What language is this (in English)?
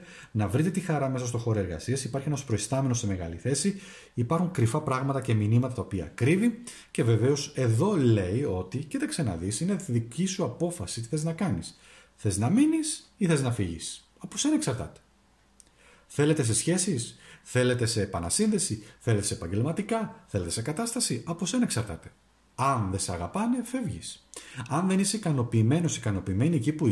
Greek